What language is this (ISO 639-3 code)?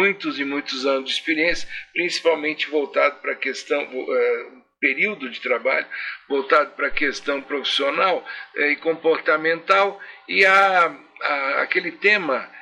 por